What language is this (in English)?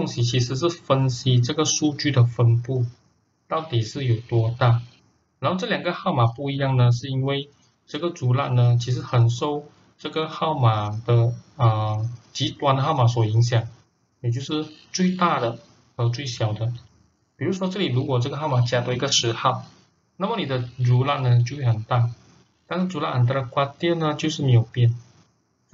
Chinese